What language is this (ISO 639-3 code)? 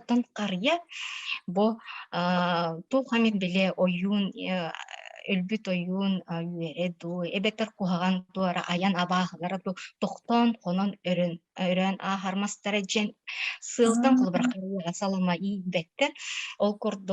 sah